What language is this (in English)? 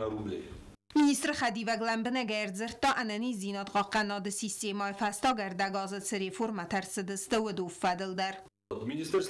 Ossetic